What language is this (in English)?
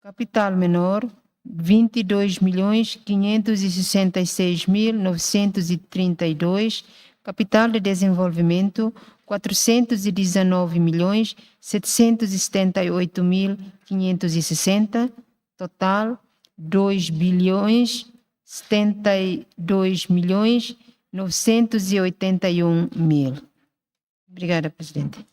Tetum